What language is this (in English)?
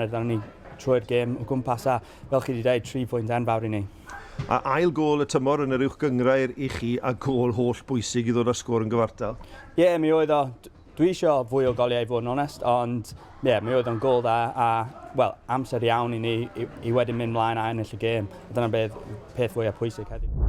Welsh